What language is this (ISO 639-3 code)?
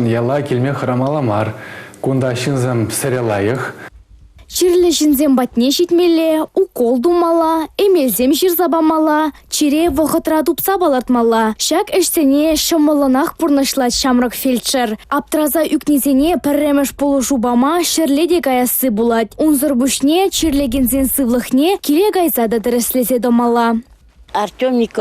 chv